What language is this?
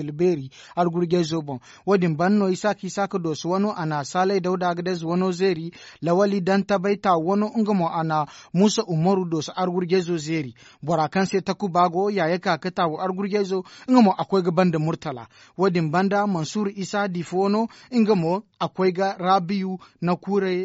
Zarma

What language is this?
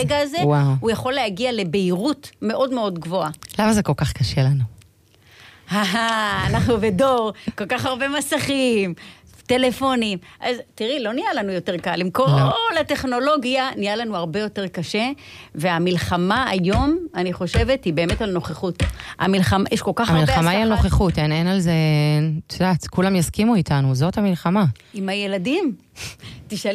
Hebrew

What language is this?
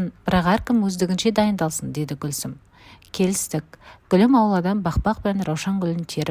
Kazakh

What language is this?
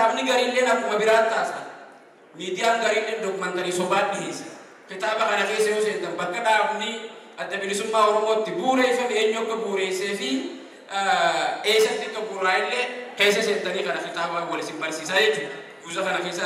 Oromo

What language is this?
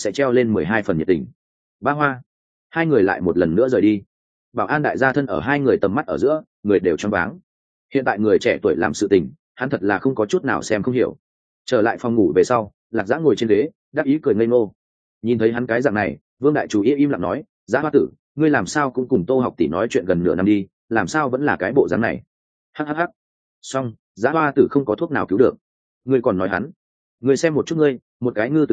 Vietnamese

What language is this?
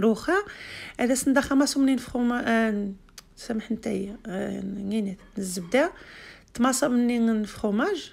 Algerian Arabic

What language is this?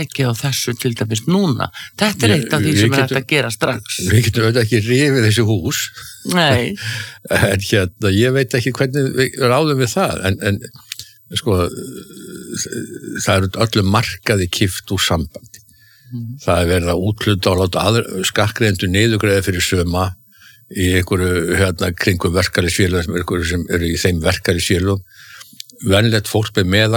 Icelandic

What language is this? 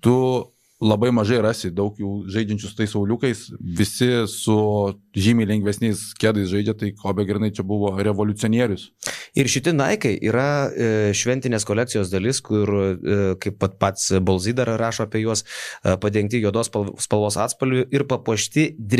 Lithuanian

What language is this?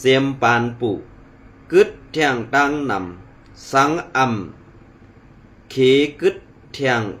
Shan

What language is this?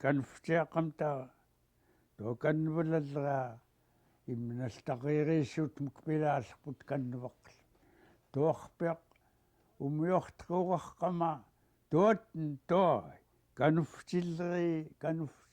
Central Yupik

